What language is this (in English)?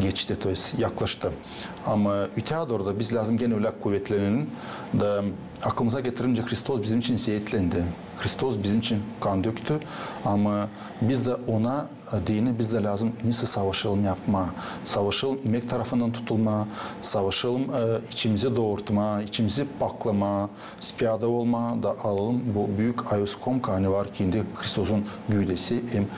Gagauz